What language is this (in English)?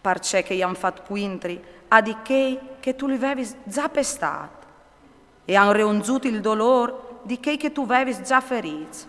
Friulian